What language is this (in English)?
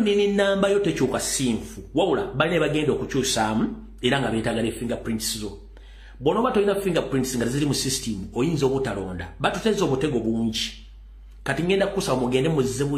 Ganda